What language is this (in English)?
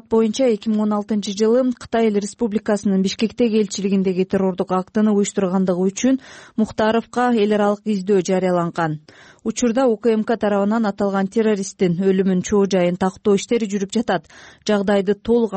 Kyrgyz